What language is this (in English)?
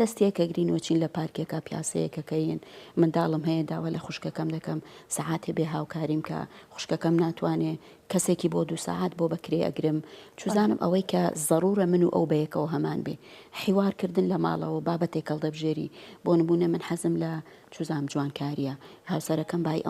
Central Kurdish